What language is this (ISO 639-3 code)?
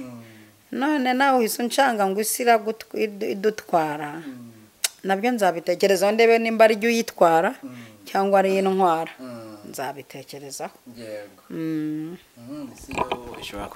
kin